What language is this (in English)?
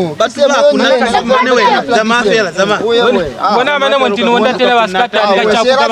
Lozi